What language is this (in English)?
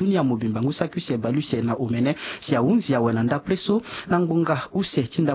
Sango